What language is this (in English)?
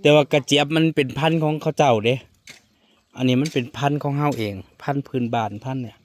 Northeastern Thai